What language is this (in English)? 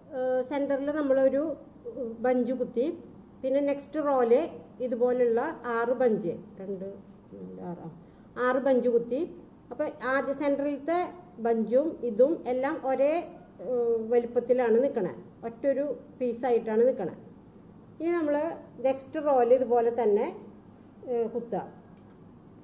Malayalam